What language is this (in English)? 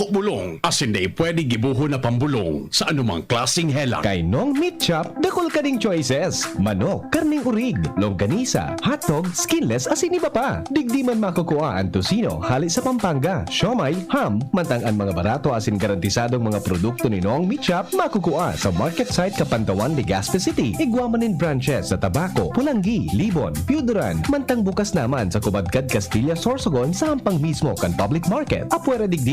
Bikol